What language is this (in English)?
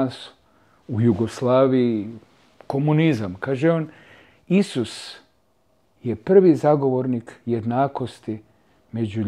Croatian